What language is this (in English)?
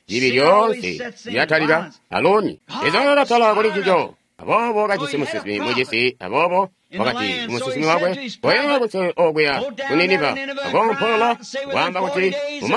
Tonga (Zambia)